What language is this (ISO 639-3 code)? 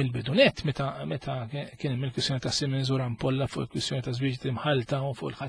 mlt